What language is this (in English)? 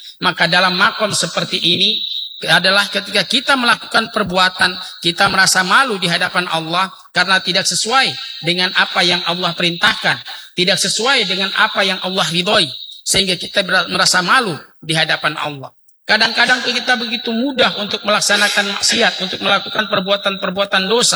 Indonesian